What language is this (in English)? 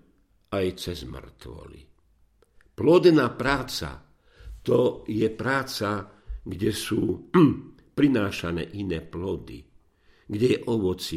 Slovak